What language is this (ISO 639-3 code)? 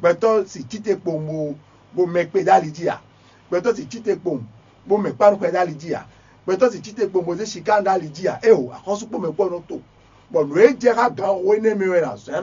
fon